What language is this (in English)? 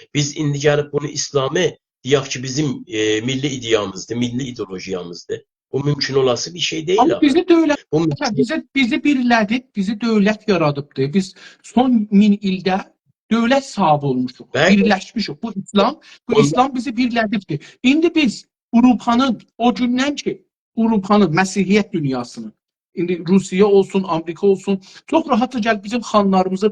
South Azerbaijani